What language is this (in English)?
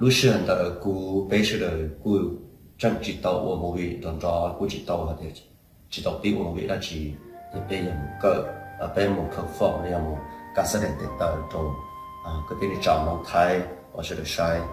Hmong